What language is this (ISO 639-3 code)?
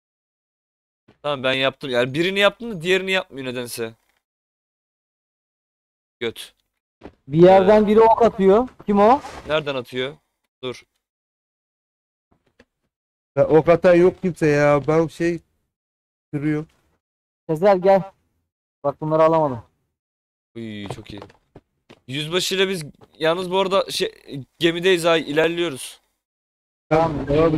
tur